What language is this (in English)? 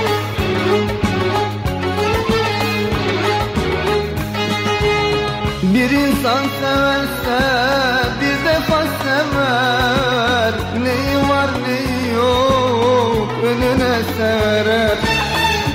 Turkish